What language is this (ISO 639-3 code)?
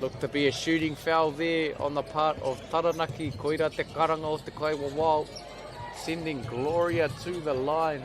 mri